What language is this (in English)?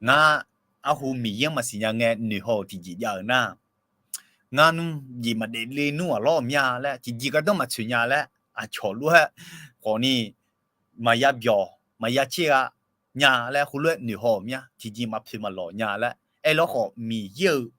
Akha